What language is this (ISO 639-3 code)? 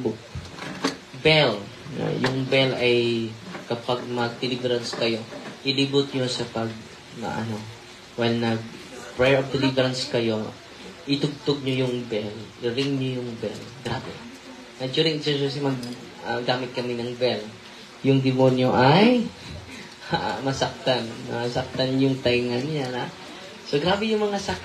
fil